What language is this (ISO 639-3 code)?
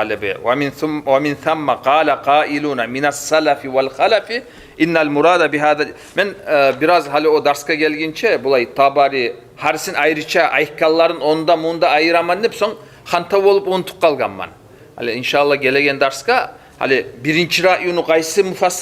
kum